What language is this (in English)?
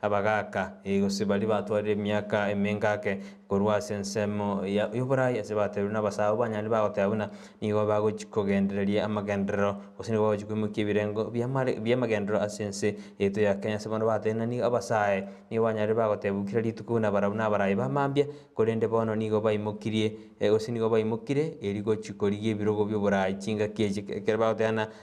Gusii